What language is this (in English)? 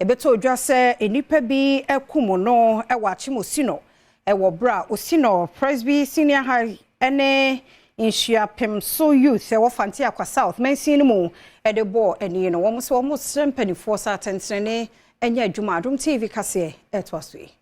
Akan